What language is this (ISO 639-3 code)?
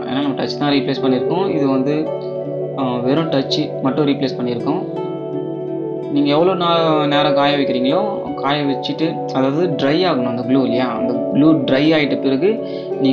tam